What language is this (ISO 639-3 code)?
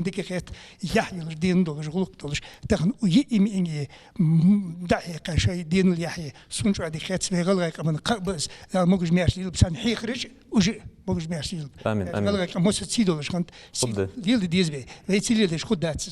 inh